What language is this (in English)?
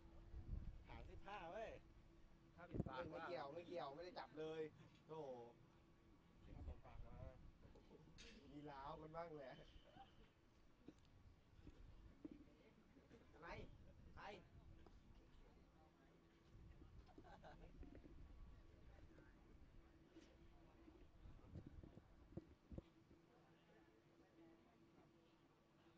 Thai